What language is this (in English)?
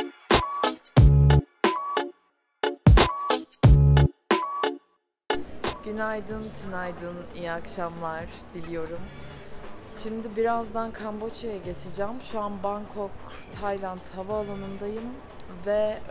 Turkish